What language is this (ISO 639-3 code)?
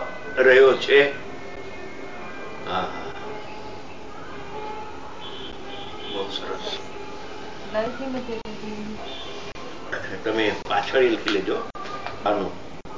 guj